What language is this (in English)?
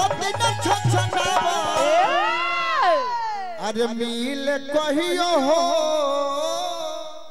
Bhojpuri